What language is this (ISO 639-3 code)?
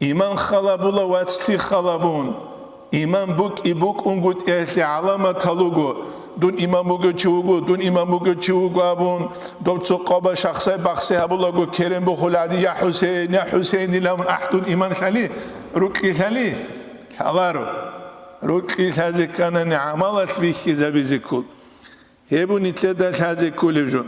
ava